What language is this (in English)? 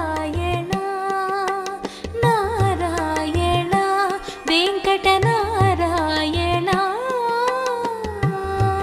Telugu